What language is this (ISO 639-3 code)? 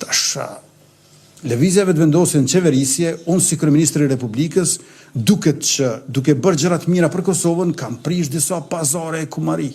sqi